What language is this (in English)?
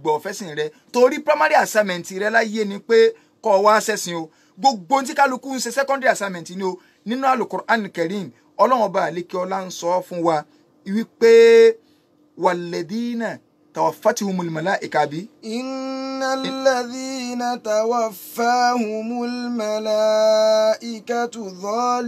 Yoruba